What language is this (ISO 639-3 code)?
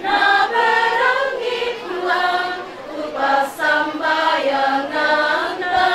sda